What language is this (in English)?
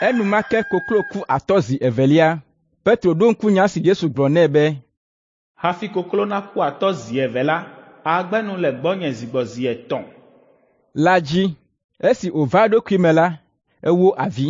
Ewe